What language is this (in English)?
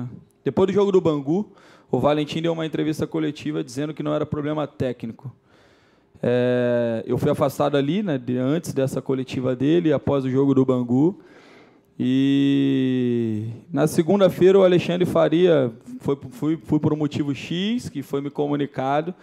Portuguese